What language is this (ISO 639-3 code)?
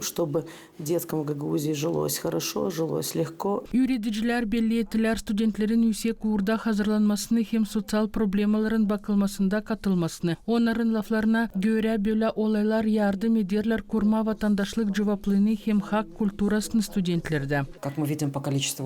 gag